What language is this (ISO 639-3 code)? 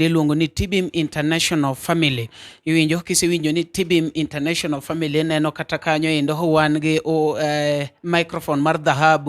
luo